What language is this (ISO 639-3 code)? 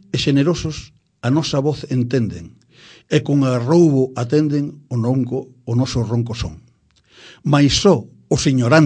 glg